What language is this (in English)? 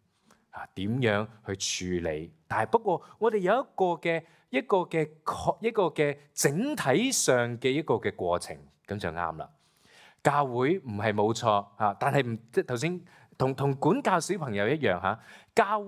Cantonese